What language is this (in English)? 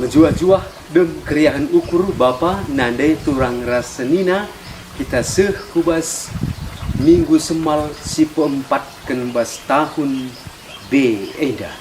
Batak Karo